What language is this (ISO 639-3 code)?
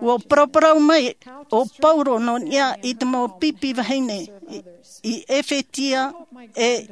tah